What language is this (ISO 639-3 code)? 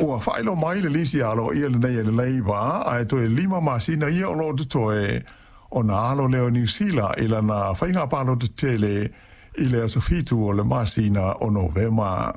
smo